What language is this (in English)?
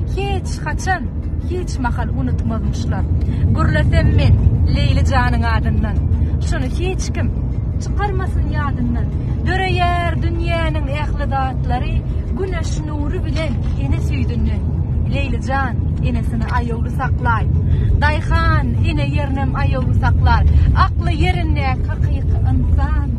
Turkmen